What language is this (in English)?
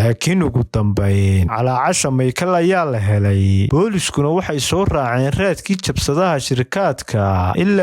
Somali